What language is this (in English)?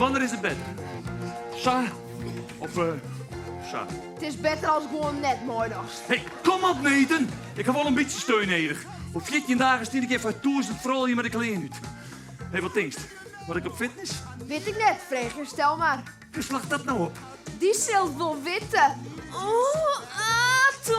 Western Frisian